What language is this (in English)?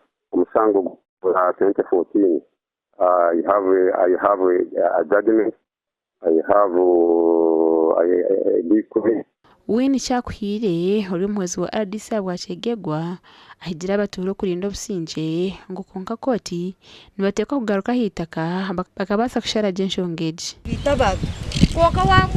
Nyankole